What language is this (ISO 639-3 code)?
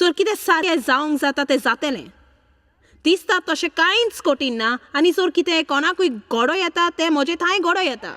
kok